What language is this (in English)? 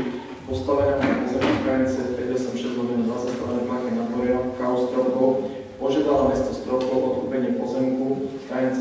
Slovak